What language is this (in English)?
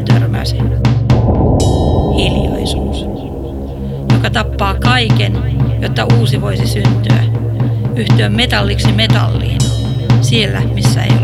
Finnish